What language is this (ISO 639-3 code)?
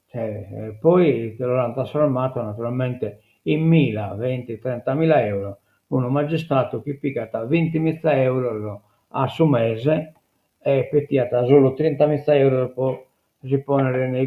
srd